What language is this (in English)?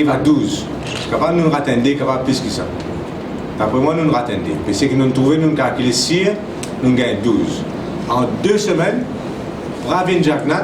Morisyen